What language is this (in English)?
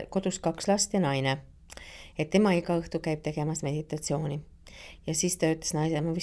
Estonian